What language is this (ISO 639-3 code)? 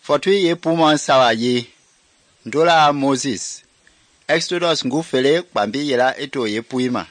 men